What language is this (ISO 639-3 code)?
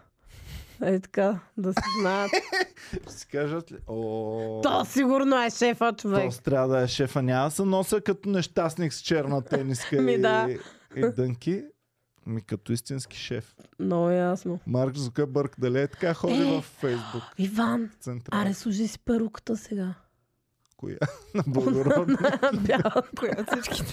bul